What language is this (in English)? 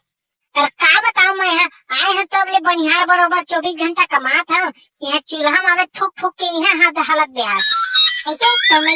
Chhattisgarhi